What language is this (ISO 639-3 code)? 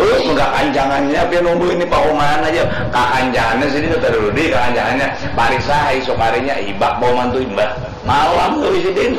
bjn